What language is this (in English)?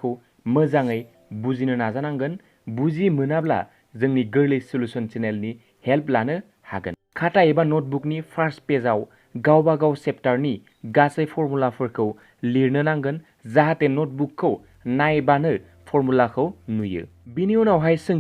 Bodo